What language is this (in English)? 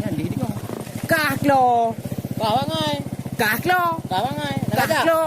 Achinese